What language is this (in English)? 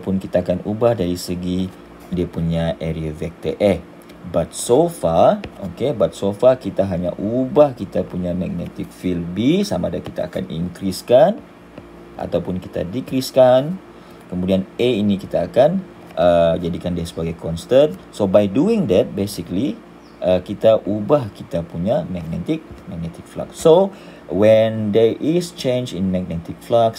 Malay